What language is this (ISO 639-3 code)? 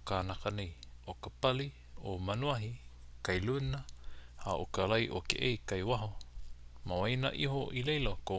haw